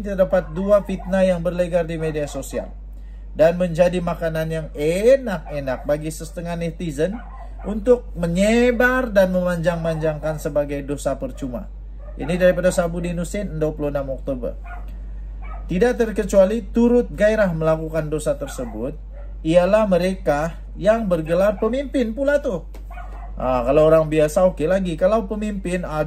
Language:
Malay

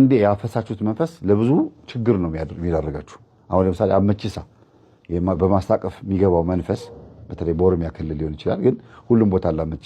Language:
Amharic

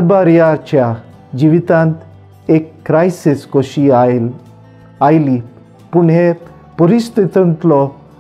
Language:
Konkani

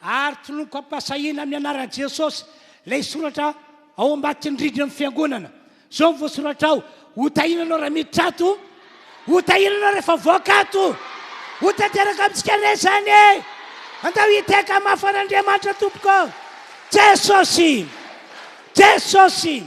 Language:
Malagasy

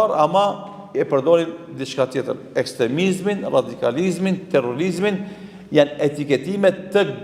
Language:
Albanian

